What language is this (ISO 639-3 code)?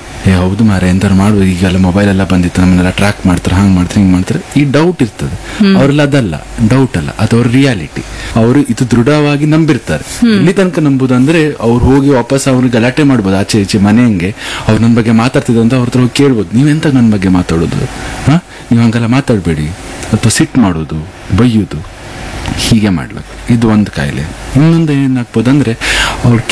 kan